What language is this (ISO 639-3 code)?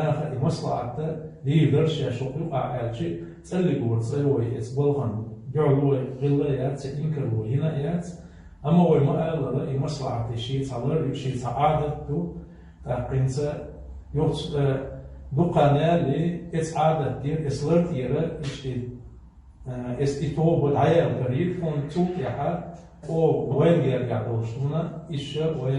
che